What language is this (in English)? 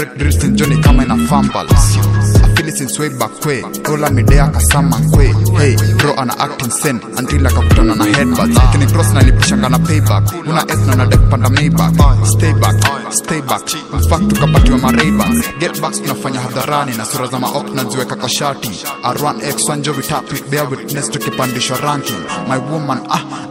Swahili